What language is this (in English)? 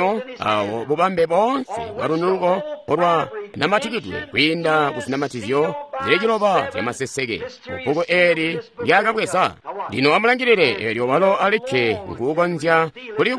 Tonga (Zambia)